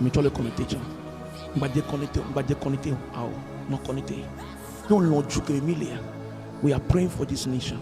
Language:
Ewe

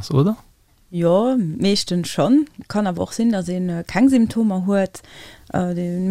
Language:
Luxembourgish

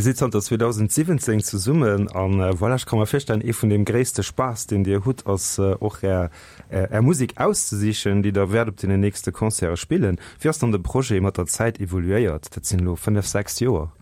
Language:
Luxembourgish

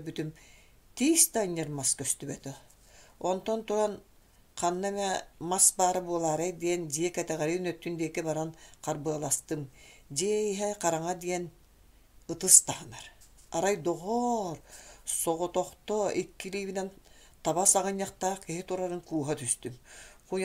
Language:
Yakut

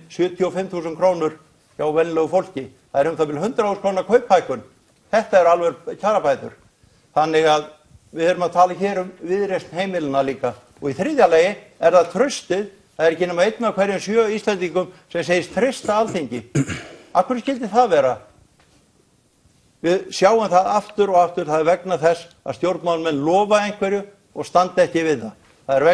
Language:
Icelandic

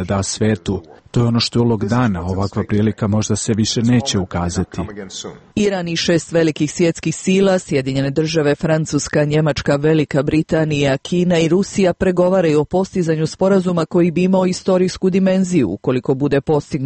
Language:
Serbian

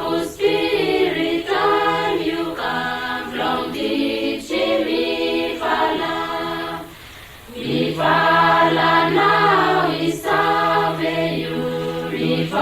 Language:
Araki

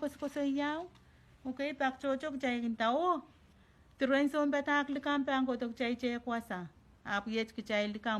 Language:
Pohnpeian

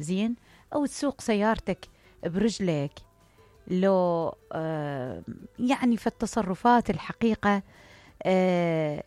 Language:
Mesopotamian Arabic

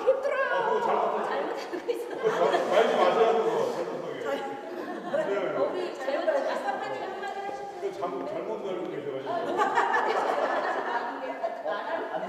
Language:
Korean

